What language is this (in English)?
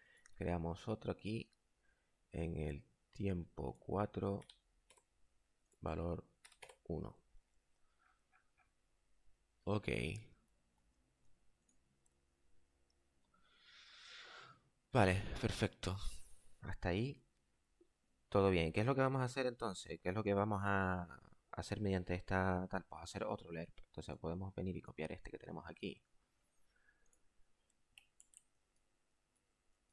Spanish